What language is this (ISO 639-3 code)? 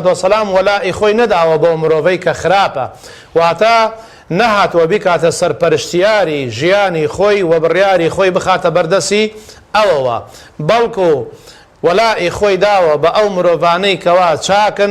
ckb